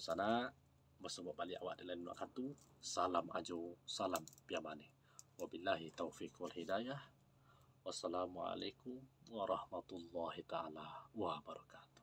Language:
Minangkabau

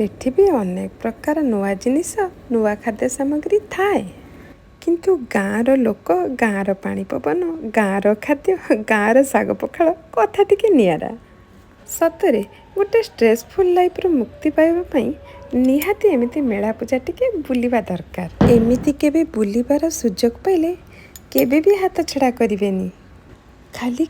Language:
Odia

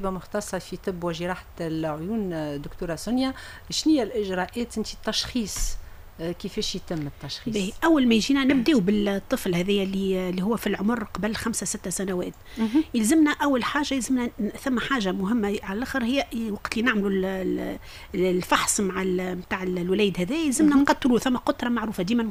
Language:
Tunisian Arabic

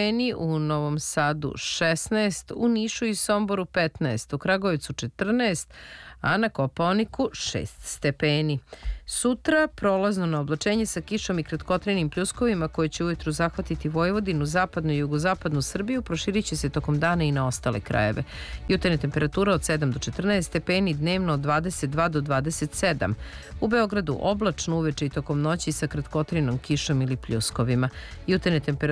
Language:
Serbian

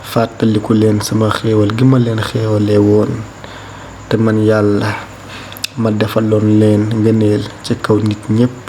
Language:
Wolof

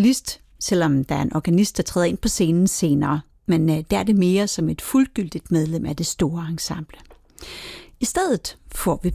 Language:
Danish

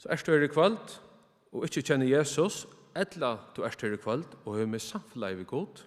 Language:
Faroese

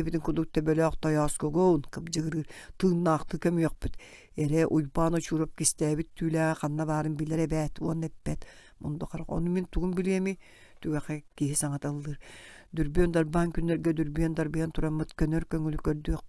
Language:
Yakut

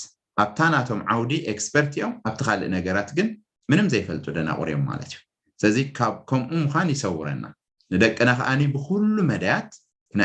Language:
Tigrinya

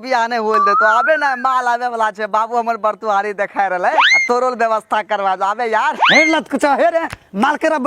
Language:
Maithili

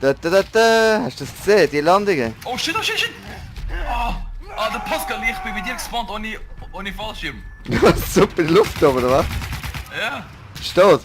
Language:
Swiss German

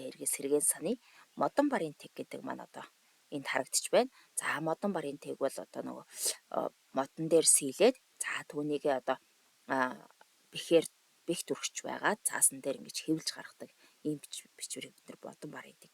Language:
Mongolian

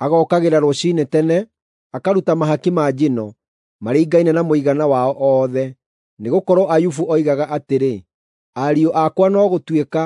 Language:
Kikuyu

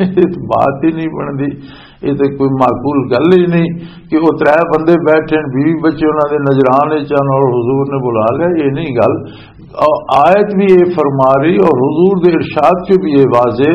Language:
Western Panjabi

